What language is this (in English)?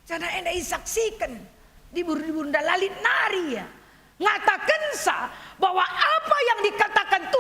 Batak Karo